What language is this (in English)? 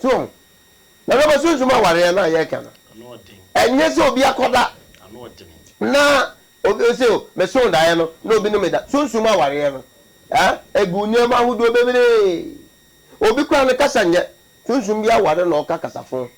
Akan